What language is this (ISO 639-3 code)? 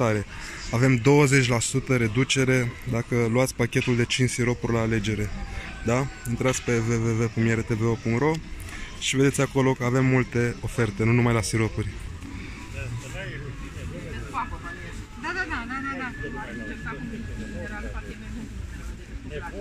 ron